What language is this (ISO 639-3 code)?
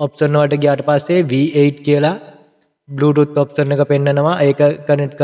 sin